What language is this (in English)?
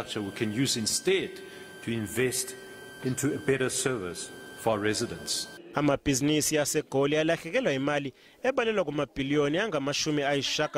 Zulu